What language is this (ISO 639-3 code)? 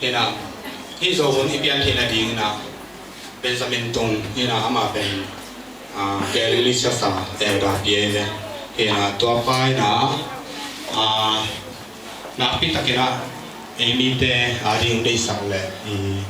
ctd